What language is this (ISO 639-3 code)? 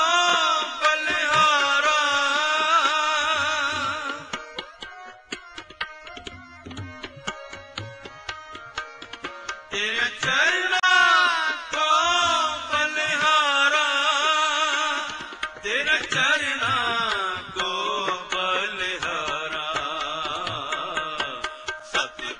pan